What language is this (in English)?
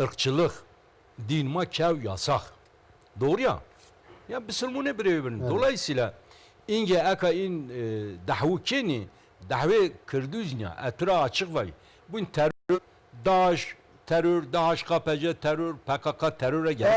Zaza